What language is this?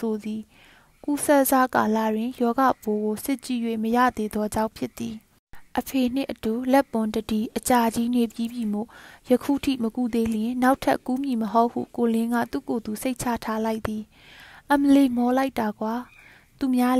Burmese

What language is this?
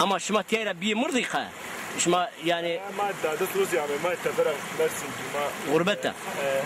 Zaza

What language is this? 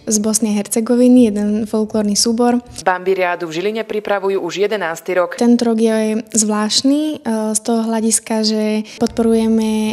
Slovak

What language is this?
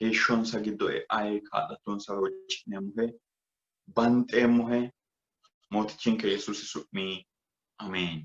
Sidamo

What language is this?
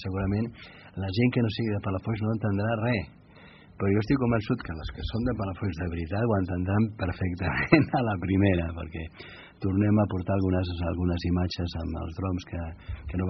Catalan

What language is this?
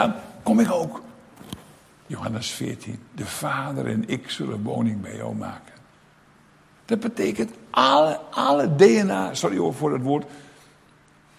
Dutch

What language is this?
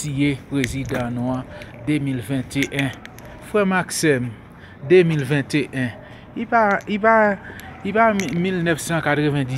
Haitian Creole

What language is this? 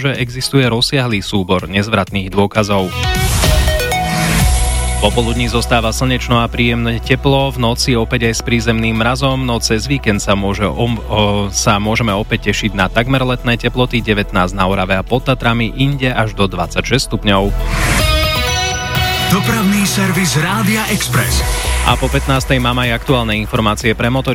Slovak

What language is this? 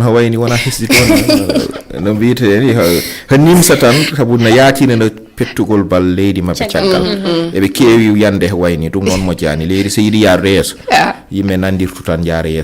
Fula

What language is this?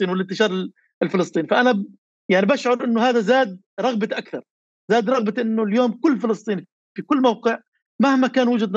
North Levantine Arabic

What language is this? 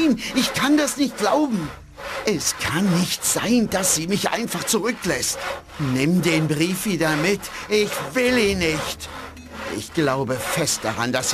Bavarian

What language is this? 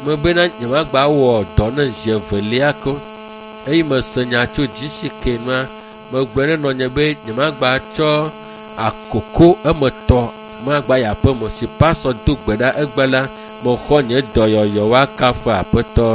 Ewe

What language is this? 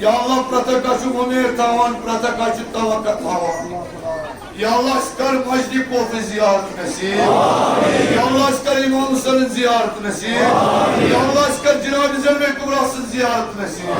Kashmiri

